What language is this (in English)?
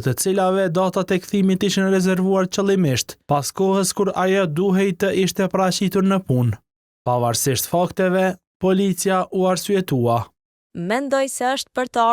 Albanian